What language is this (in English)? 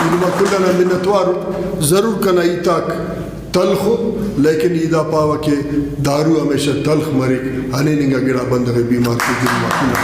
Brahui